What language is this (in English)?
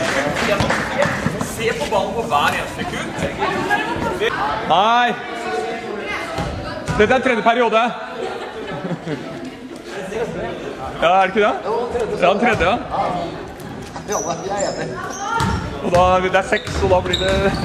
Norwegian